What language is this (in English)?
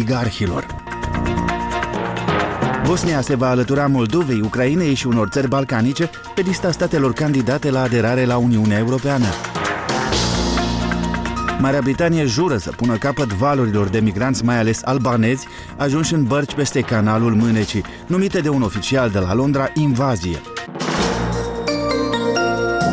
Romanian